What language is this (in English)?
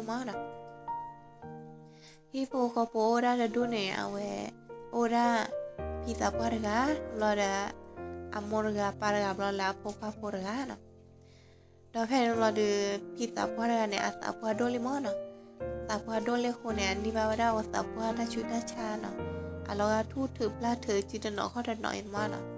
S'gaw Karen